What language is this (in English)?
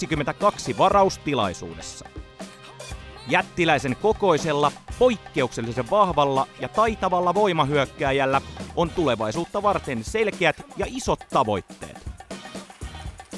Finnish